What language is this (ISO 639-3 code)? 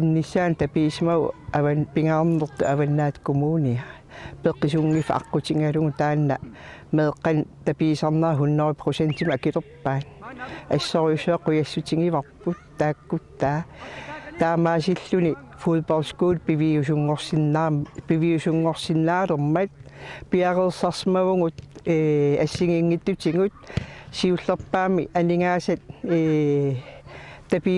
kal